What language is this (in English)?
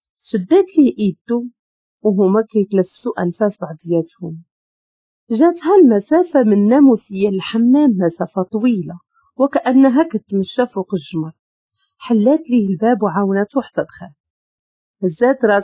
Moroccan Arabic